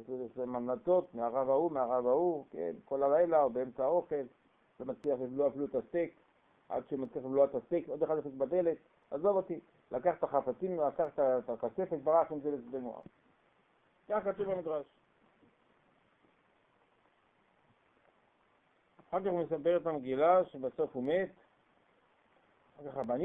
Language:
Hebrew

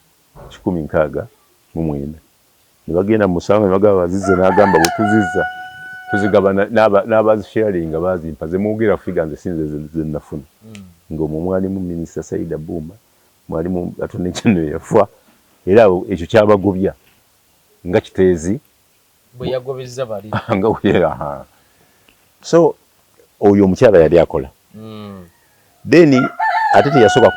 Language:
Ganda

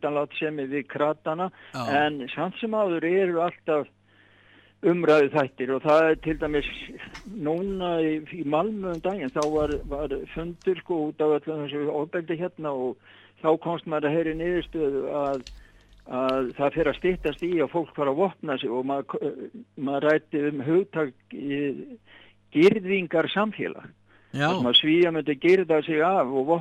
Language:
Icelandic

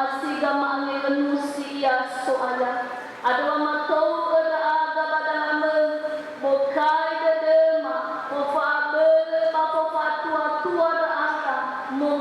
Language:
Nias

